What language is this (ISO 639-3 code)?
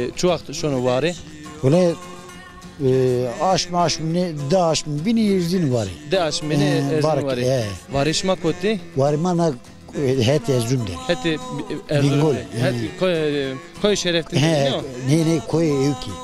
zza